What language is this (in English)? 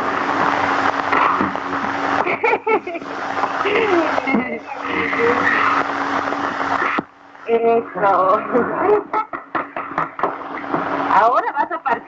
Spanish